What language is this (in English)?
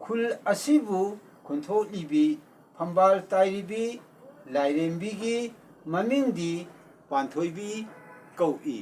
Manipuri